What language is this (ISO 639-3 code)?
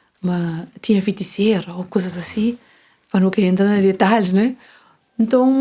kea